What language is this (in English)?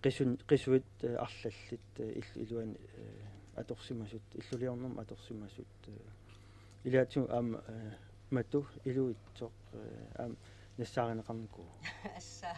Kalaallisut